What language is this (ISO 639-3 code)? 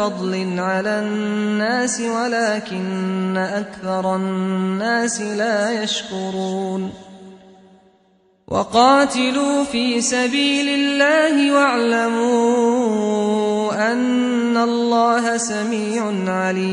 ara